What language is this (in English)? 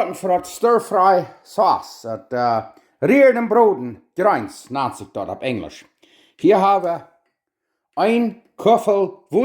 Plautdietsch